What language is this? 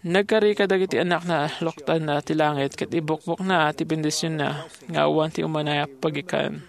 Iloko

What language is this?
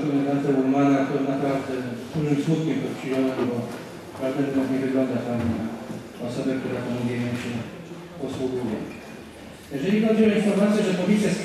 Polish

